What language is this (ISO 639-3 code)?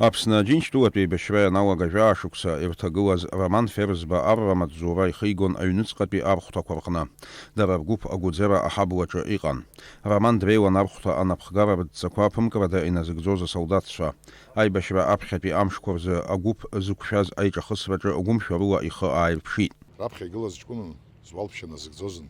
abk